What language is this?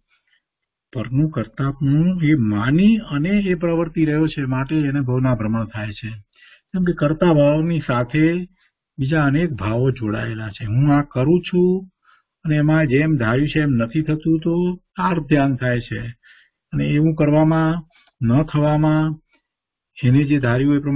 Gujarati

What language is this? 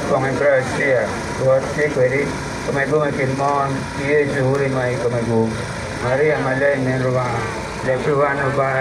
Acoli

